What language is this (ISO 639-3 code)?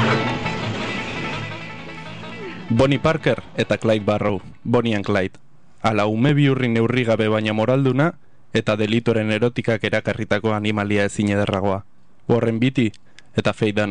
eus